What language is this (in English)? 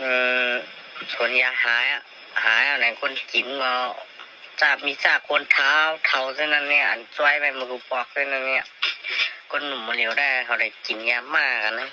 Shan